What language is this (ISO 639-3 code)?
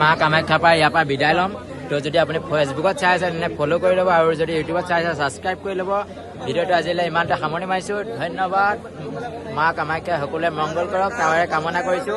asm